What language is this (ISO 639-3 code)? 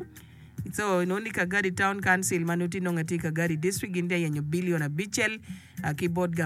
ach